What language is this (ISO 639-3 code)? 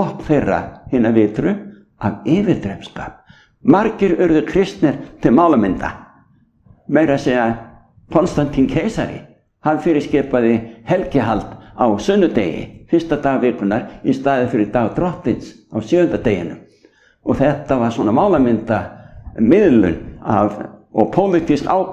isl